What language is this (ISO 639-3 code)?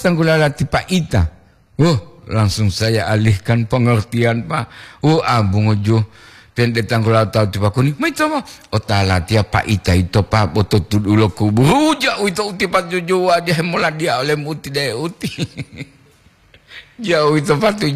gor